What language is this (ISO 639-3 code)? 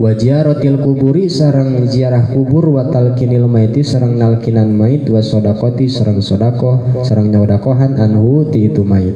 sun